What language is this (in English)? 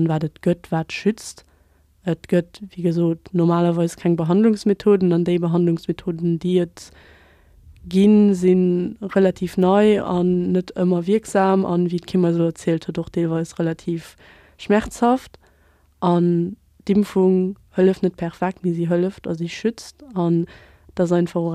Luxembourgish